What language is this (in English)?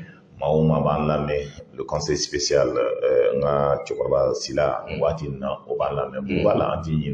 Bambara